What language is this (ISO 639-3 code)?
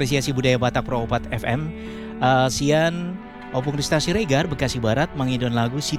ind